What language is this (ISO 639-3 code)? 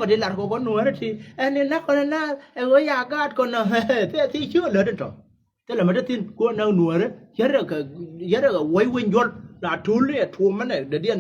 nus